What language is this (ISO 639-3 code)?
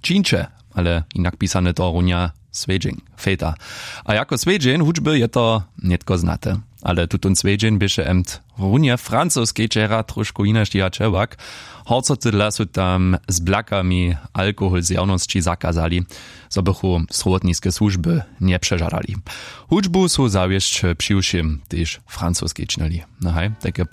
hsb